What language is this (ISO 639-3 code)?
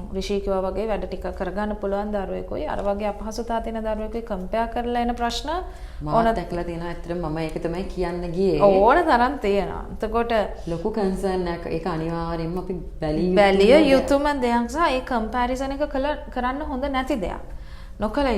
sin